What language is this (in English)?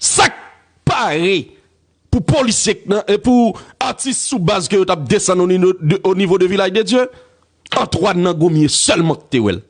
Haitian Creole